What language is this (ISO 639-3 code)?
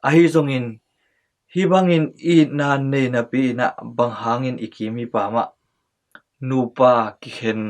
ctd